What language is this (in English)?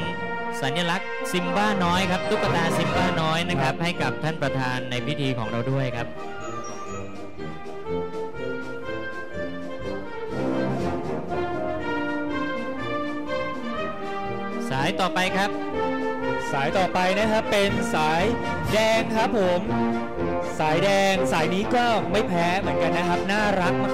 Thai